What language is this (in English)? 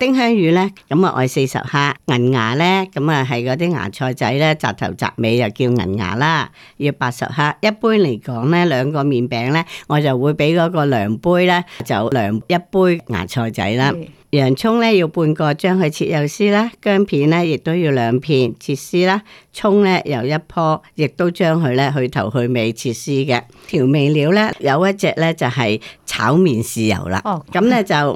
Cantonese